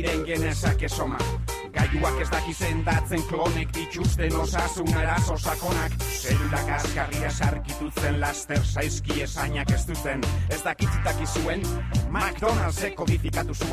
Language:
Basque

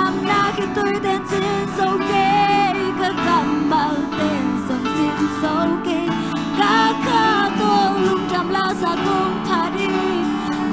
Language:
Tedim Chin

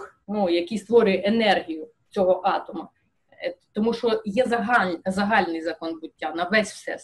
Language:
Ukrainian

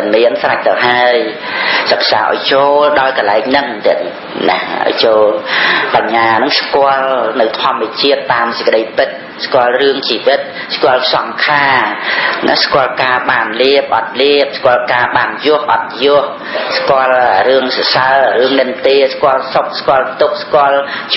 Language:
Khmer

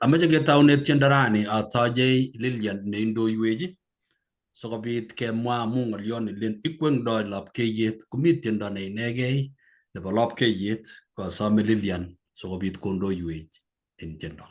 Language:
Kalenjin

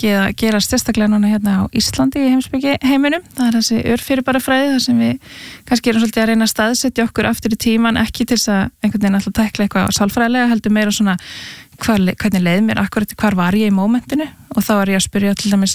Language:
Icelandic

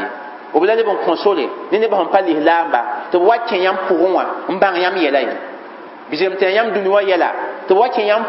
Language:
Mossi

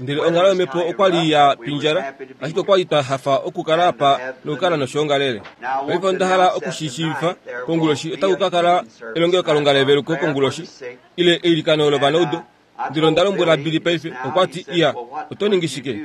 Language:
Kuanyama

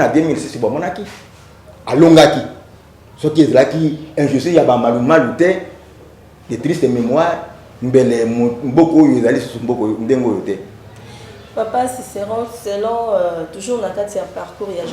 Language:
Lingala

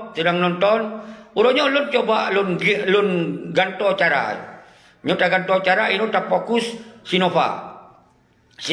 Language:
Achinese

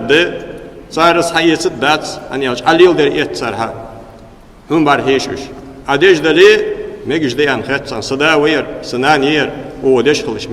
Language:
Ingush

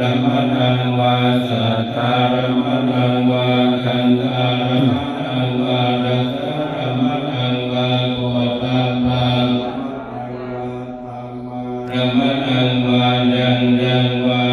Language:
Pali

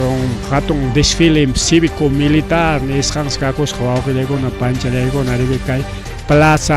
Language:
Ayacucho Quechua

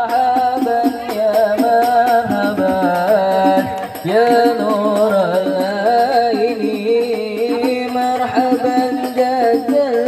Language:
Betawi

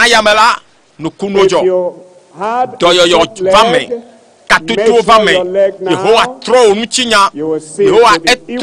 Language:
Ewe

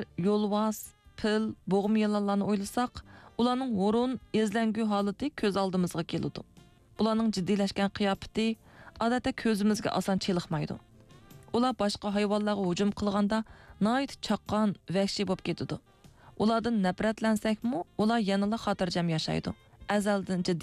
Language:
Uyghur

